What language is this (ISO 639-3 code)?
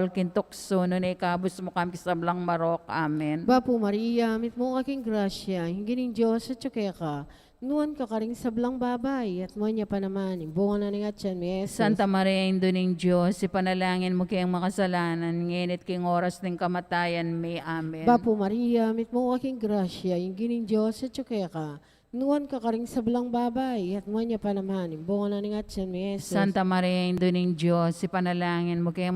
pam